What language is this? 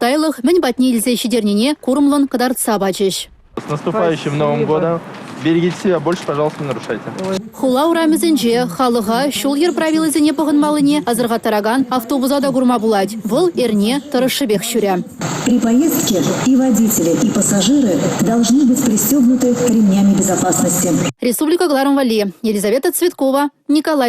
Chuvash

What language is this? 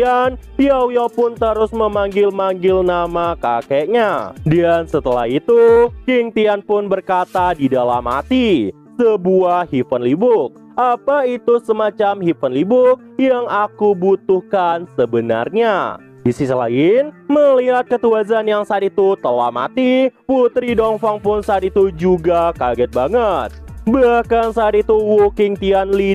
Indonesian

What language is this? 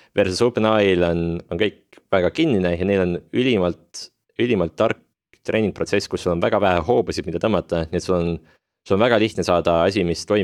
Estonian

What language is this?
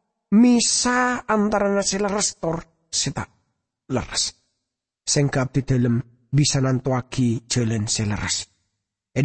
Madurese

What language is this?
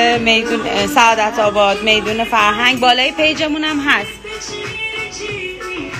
Persian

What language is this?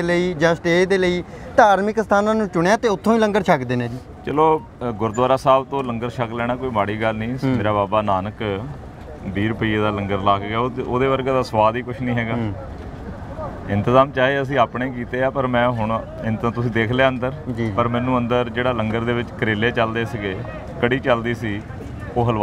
Punjabi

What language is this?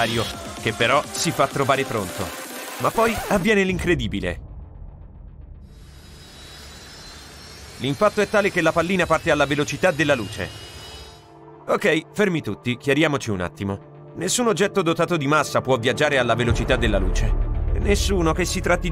Italian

